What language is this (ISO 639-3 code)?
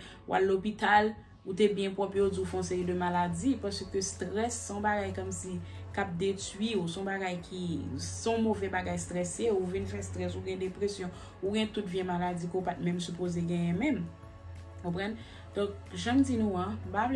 hat